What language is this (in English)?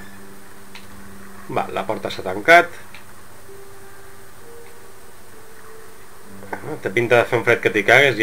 Catalan